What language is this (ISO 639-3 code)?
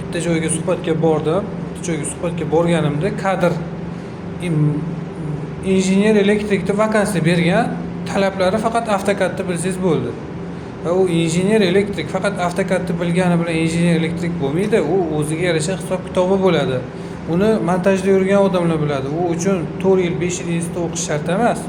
uzb